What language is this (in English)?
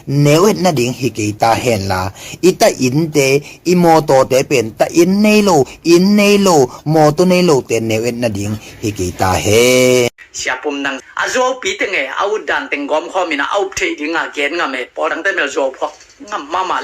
Tedim Chin